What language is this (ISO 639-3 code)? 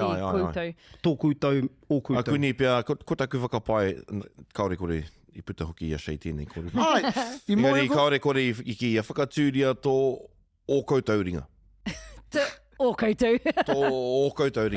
mri